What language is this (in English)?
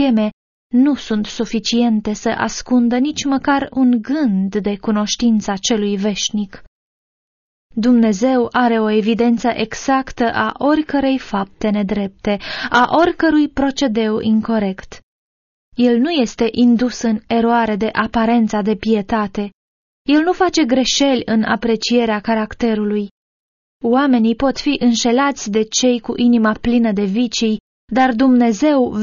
Romanian